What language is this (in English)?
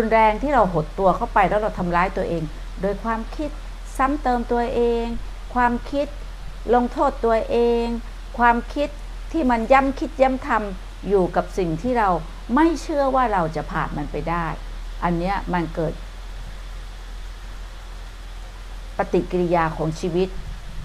Thai